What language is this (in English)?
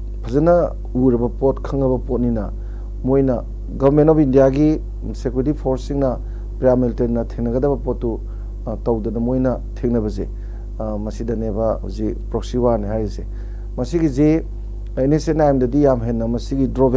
Manipuri